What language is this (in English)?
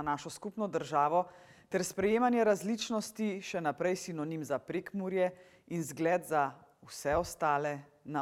Slovenian